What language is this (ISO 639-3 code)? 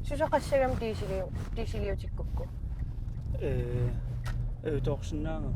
kal